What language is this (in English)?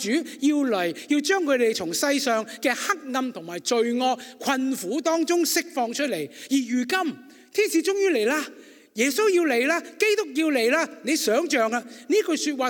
Cantonese